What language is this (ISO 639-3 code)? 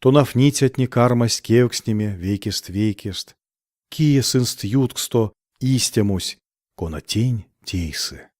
myv